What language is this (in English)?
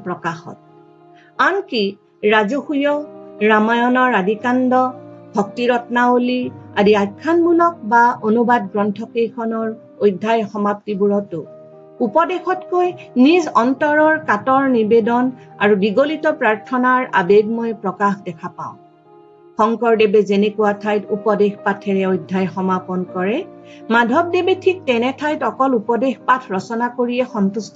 Assamese